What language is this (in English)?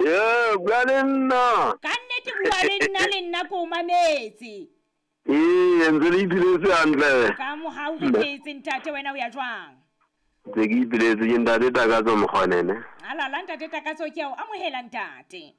Southern Sotho